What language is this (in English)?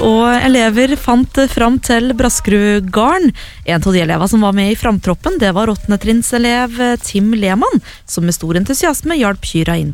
Norwegian